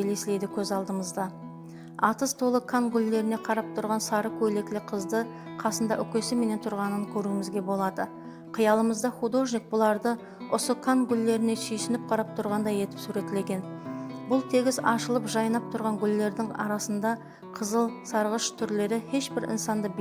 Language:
Kara-Kalpak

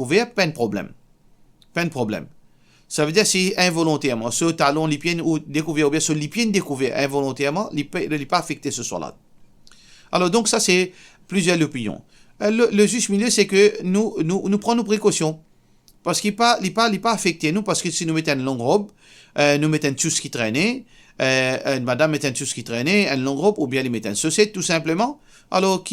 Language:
Morisyen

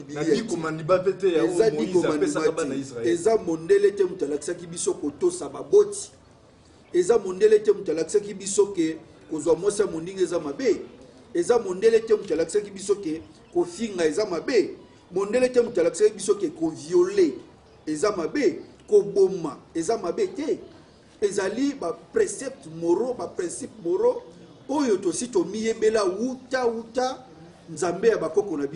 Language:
Lingala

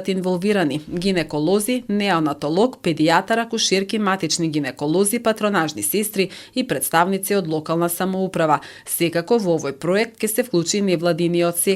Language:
Macedonian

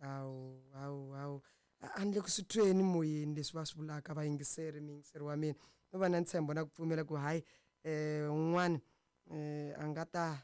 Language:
Tsonga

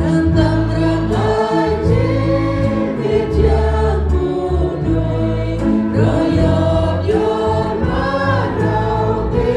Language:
Central Mnong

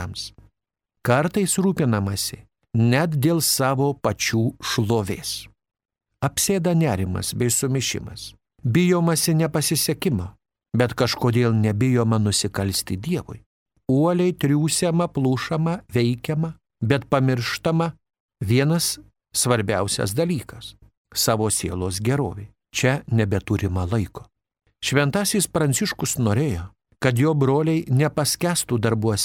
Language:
Lithuanian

